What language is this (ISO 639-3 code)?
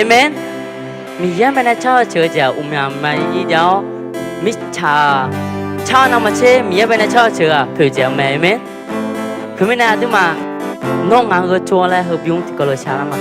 ahk